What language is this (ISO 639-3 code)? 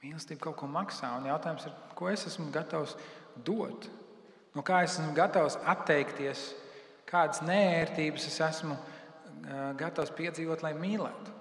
lav